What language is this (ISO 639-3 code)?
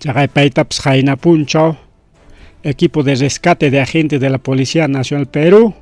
quy